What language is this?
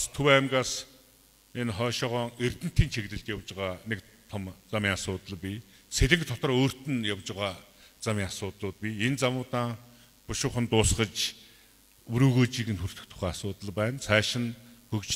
Mongolian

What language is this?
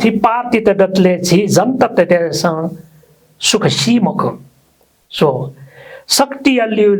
Newari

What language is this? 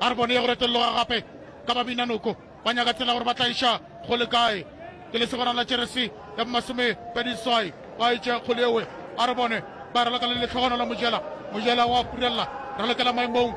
Northern Sotho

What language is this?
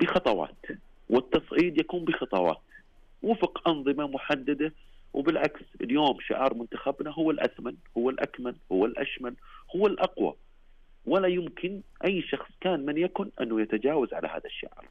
Najdi Arabic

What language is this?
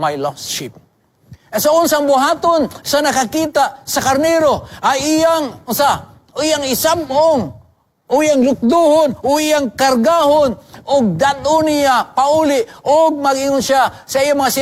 Cebuano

